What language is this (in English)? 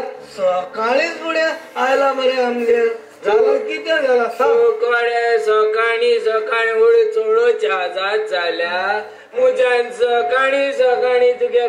Konkani